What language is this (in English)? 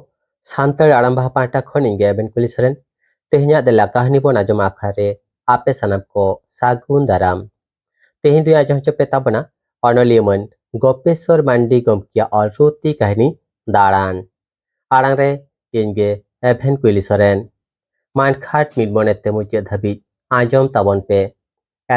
Santali